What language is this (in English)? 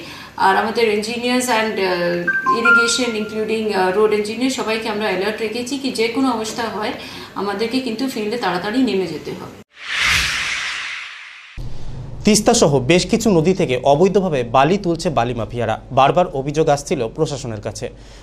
Bangla